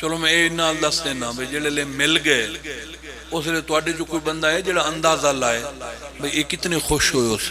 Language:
Pahari-Potwari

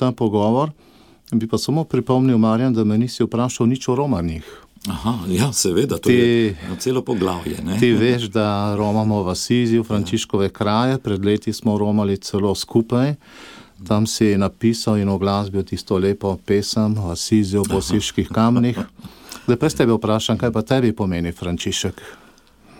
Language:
Slovenian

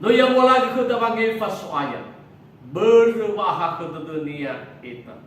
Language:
Nias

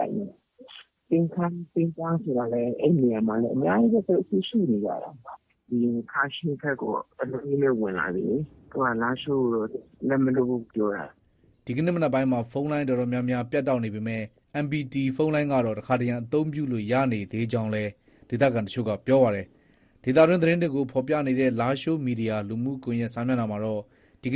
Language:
Burmese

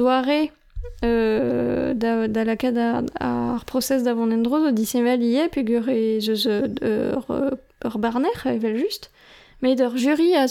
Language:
Breton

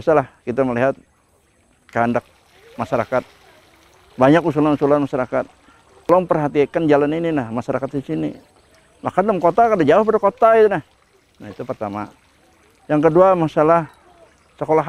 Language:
Banjar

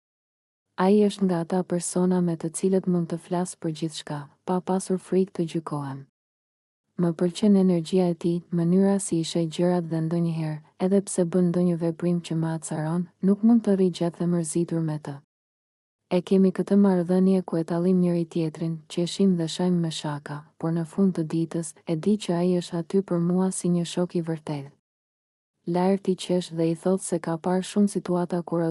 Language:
Albanian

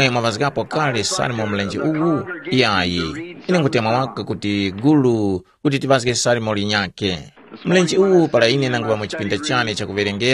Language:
Tumbuka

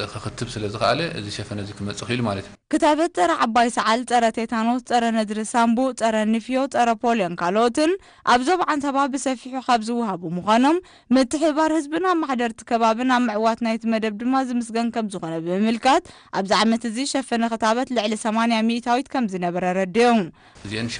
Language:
Tigrinya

